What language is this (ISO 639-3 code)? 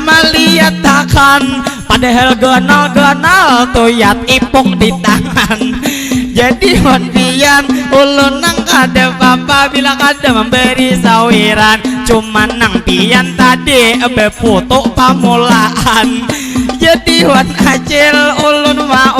bjn